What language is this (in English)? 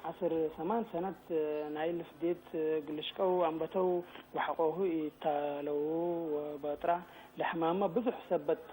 Tigre